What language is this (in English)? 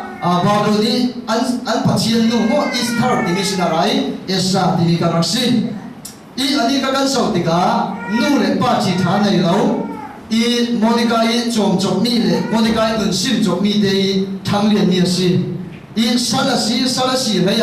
Falam Chin